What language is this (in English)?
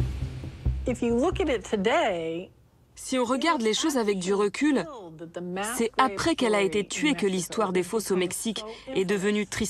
French